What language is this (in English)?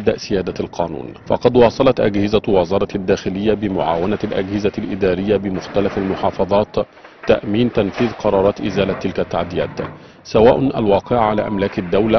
Arabic